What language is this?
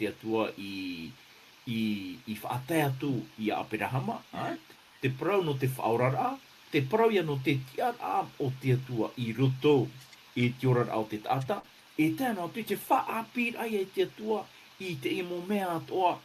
Tahitian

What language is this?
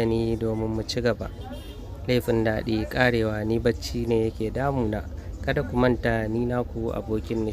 Hausa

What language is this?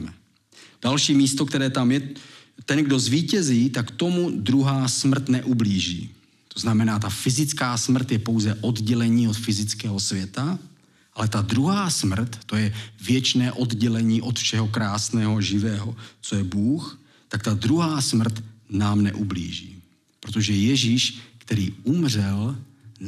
Czech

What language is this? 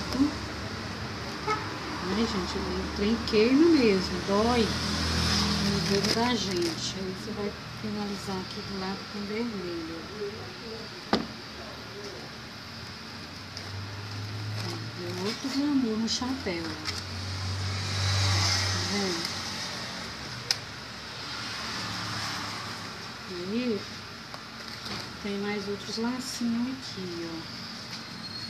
Portuguese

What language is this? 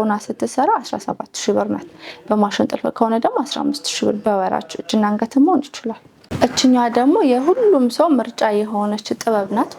Amharic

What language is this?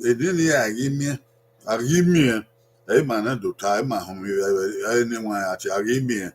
Bini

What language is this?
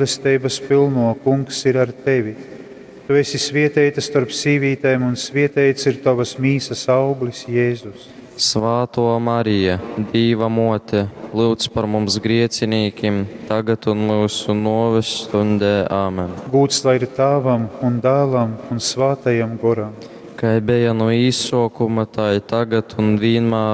Latgalian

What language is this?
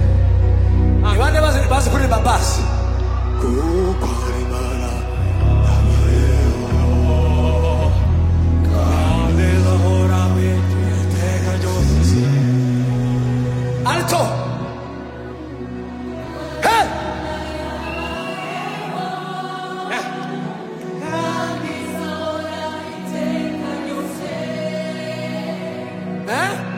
Kinyarwanda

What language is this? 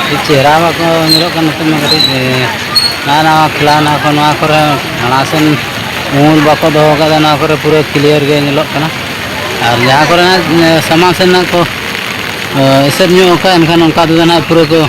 Santali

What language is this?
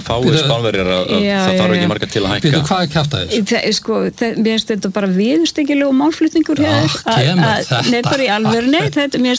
Icelandic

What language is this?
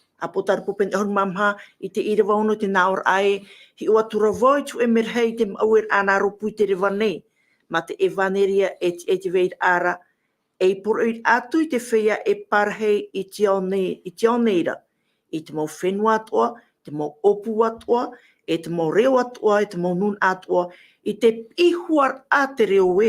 Tahitian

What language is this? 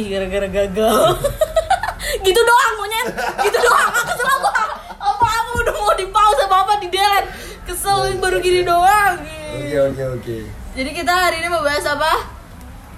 Indonesian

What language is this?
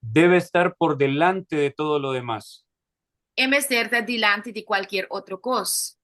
Papiamento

